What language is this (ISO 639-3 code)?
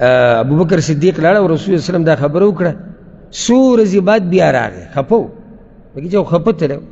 pus